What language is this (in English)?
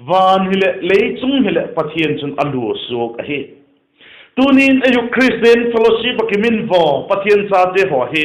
Vaiphei